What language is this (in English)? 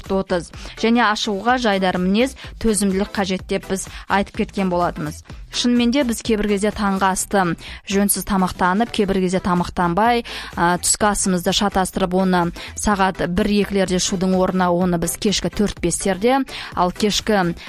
Kazakh